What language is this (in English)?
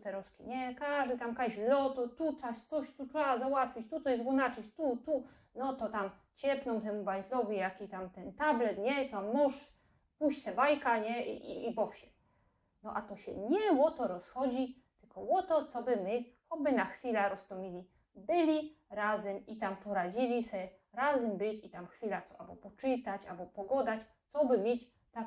Silesian